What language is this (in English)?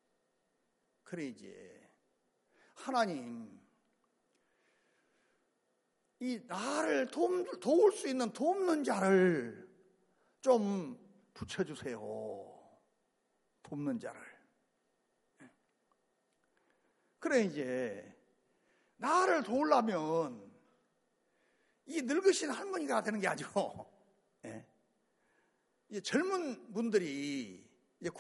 Korean